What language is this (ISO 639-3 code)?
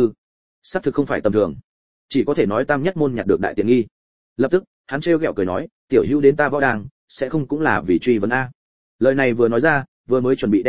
vie